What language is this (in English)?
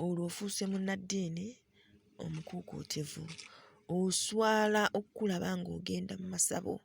Ganda